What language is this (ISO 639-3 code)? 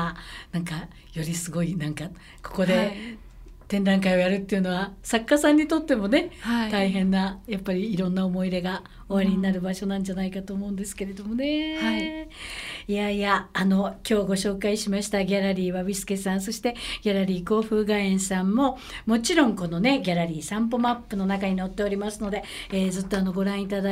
jpn